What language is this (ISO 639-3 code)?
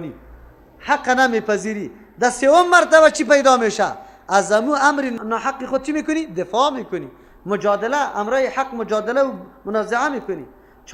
fas